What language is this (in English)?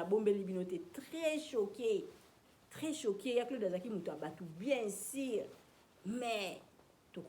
Lingala